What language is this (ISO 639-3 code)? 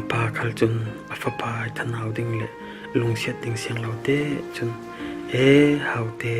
cfm